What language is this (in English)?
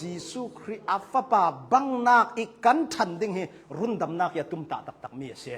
Hakha Chin